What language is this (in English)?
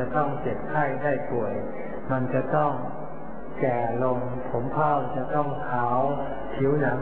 Thai